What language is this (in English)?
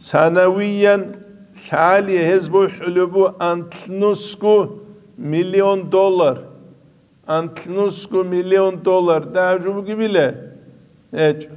Avaric